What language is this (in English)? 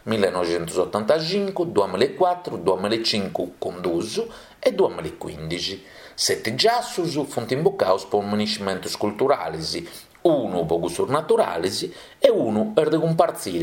Sardinian